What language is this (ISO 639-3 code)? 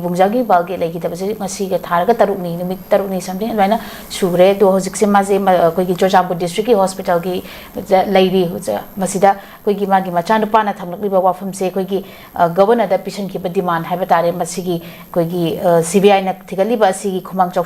mni